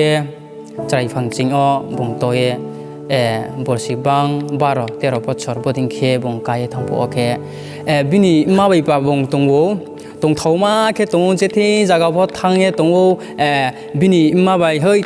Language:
Riang (India)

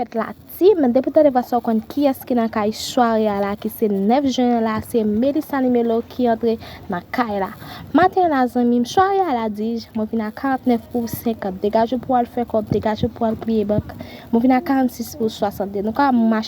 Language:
Haitian Creole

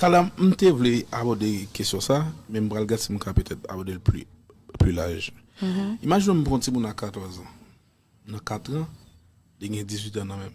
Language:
Haitian Creole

